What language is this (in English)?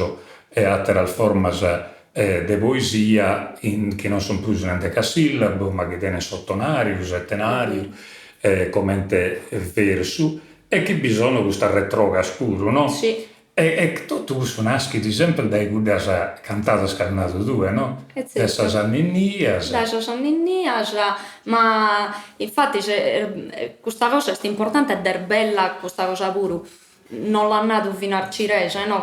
Sardinian